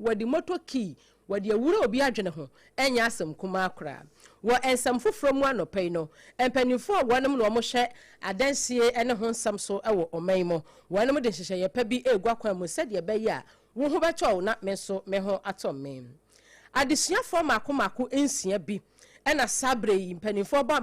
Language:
Akan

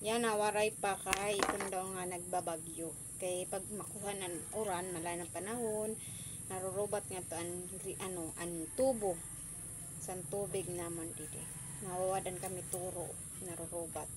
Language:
Waray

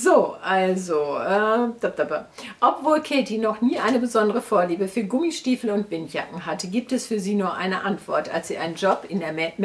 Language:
German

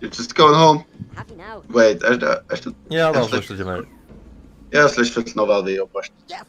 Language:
Faroese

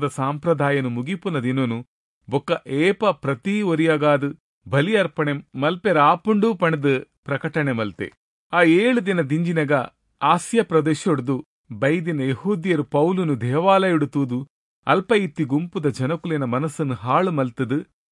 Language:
Tulu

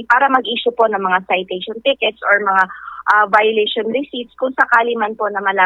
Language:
Filipino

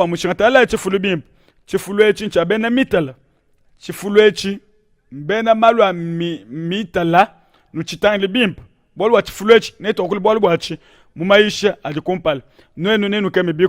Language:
Luba-Lulua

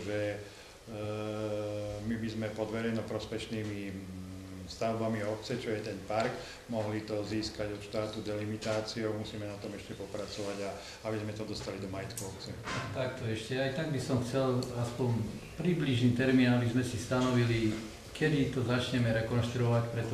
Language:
Slovak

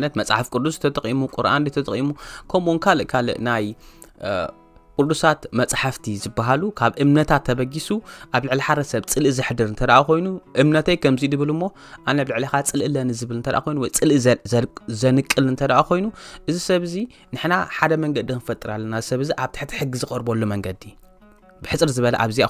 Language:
Tigrinya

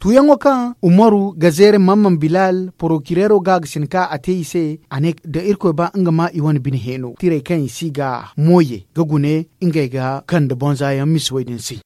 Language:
Zarma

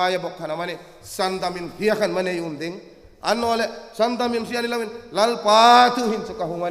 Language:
Hmar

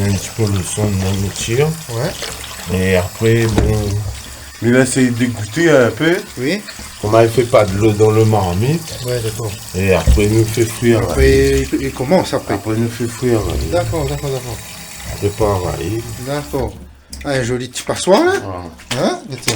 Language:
Réunion Creole French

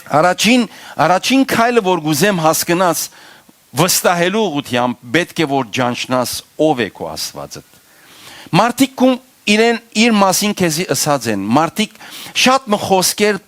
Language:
Western Armenian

